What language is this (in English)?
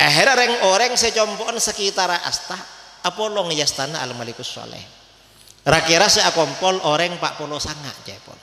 Madurese